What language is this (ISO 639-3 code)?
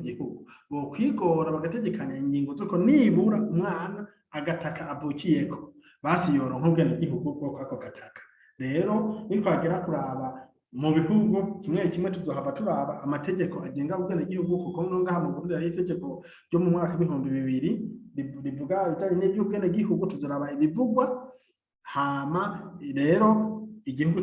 run